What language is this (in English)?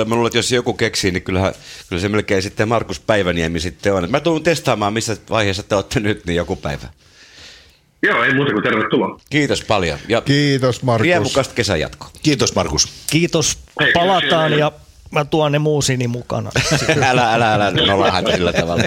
Finnish